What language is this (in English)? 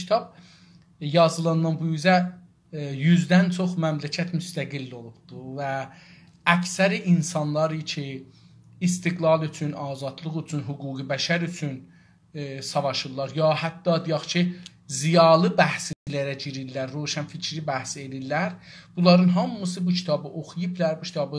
South Azerbaijani